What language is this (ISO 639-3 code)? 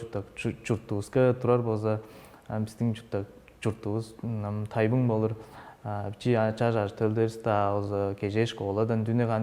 tyv